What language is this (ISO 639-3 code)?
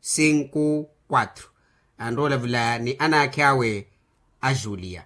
vmw